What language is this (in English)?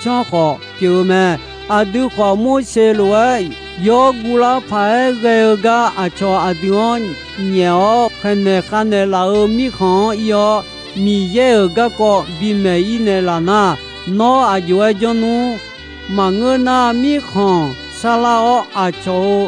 Akha